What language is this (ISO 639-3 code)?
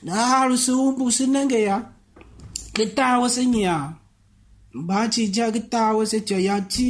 tiv